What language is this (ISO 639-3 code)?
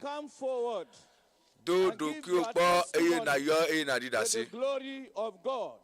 ewe